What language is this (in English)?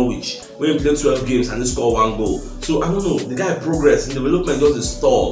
Nigerian Pidgin